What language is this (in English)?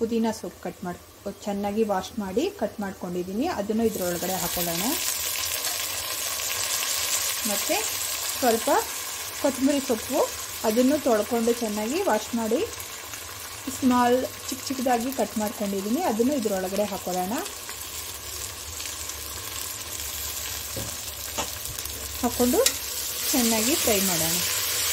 Kannada